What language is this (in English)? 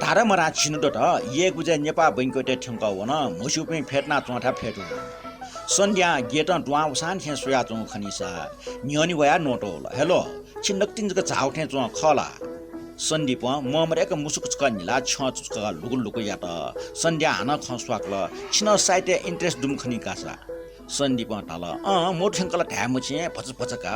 Newari